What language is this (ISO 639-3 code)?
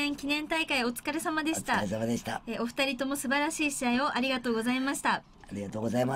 jpn